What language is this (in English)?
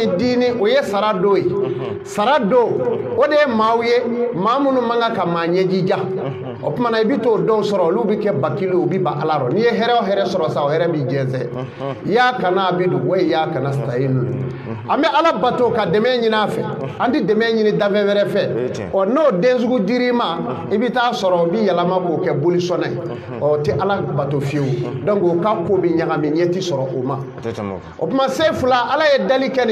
Bambara